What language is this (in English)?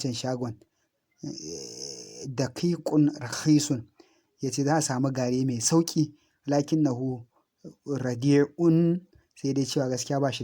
Hausa